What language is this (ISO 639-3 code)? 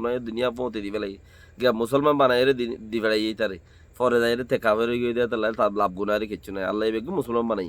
rhg